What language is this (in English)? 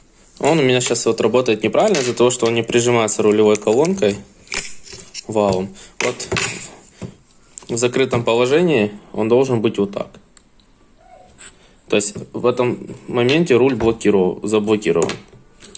Russian